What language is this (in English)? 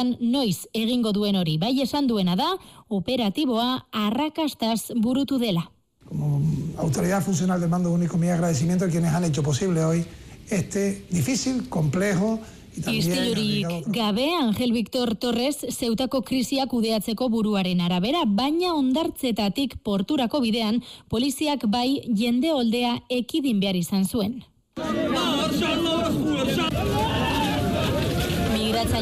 Basque